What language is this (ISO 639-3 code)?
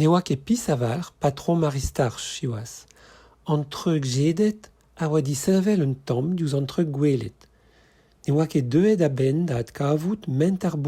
bre